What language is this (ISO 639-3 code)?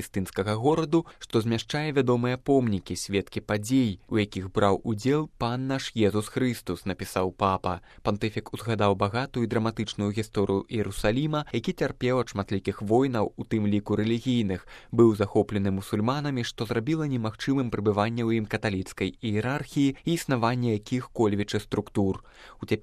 bel